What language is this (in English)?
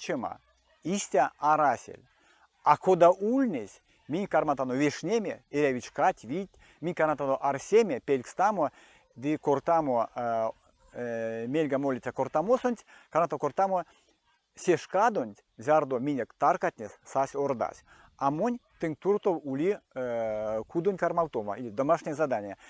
Erzya